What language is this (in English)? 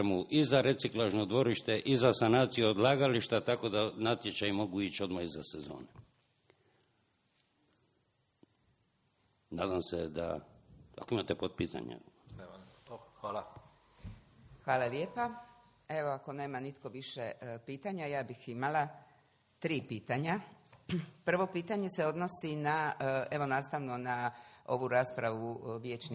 Croatian